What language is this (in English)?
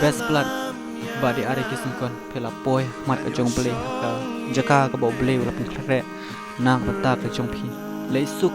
Khasi